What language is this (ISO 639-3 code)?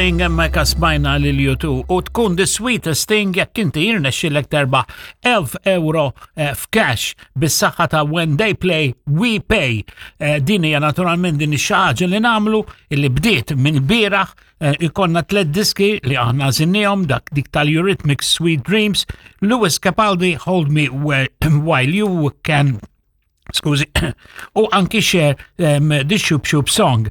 mlt